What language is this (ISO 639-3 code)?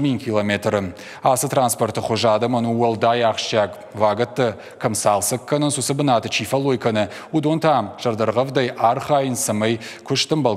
oss